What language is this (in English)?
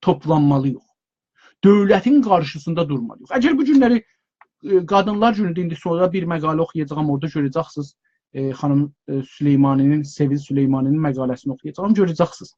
South Azerbaijani